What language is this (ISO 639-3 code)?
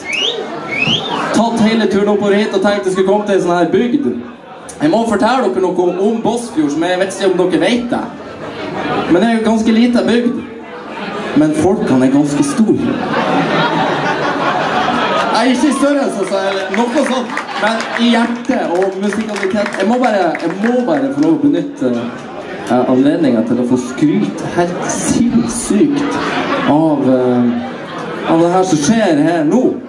nor